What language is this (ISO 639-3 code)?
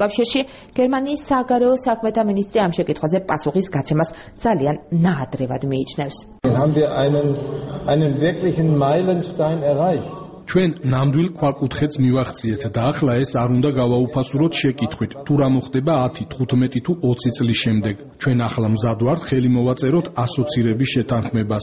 kat